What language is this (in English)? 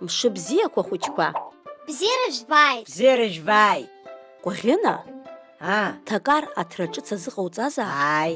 Abkhazian